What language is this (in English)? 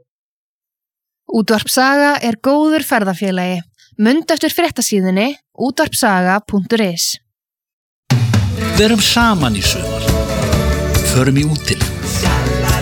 Icelandic